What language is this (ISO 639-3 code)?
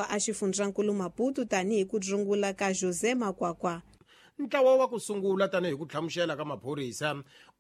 tso